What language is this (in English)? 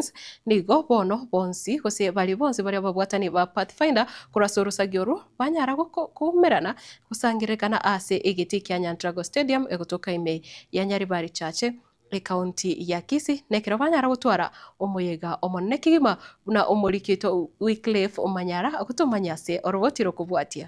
Gusii